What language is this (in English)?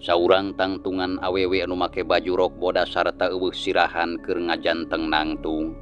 Sundanese